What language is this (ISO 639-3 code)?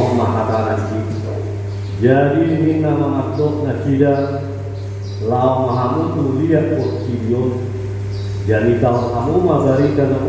bbc